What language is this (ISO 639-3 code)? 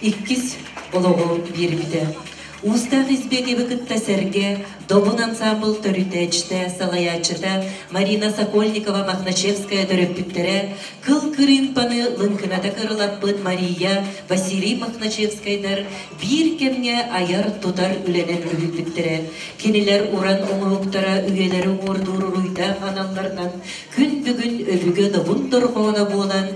sah